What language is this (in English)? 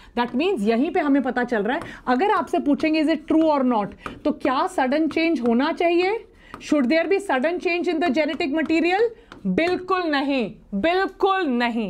Hindi